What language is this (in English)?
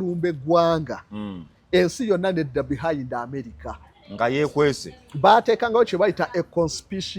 Ganda